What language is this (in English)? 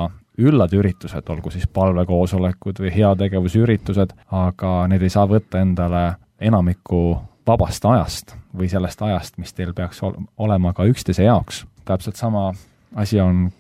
Estonian